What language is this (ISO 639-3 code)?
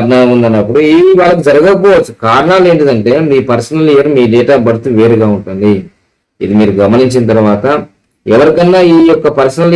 tel